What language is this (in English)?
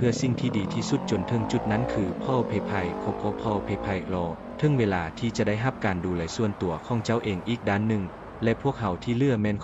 Lao